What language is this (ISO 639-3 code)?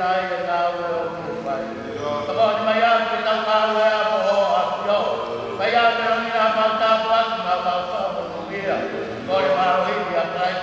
ton